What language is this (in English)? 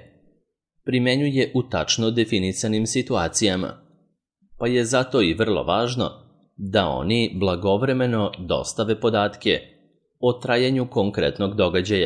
Serbian